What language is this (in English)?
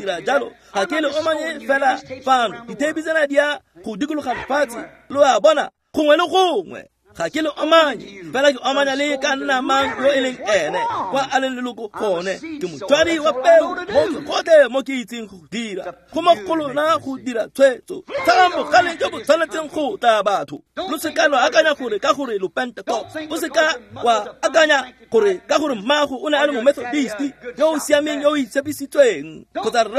Tswana